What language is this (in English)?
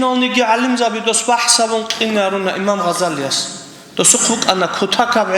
Avaric